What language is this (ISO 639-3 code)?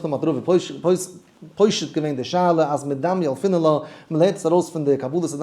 yid